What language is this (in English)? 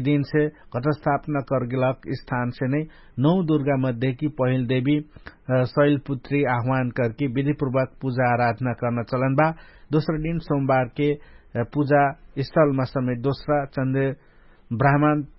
Dangaura Tharu